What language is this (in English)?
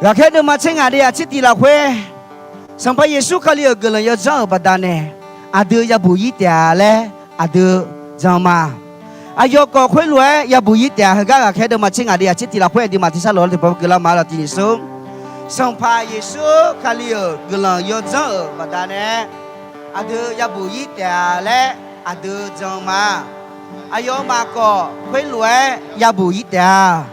Akha